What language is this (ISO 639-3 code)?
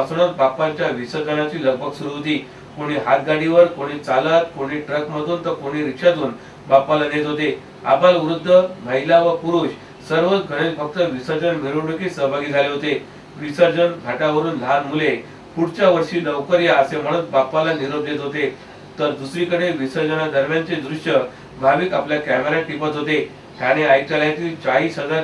mar